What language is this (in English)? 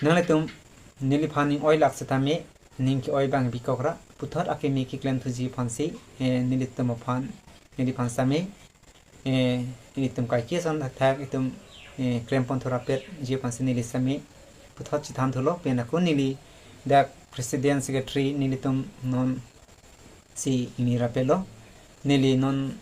Karbi